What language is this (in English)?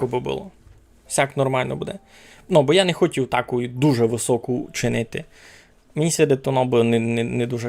Rusyn